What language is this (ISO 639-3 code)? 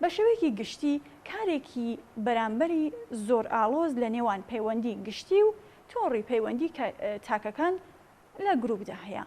ckb